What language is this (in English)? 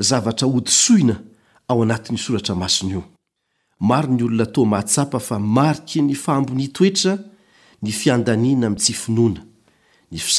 Malagasy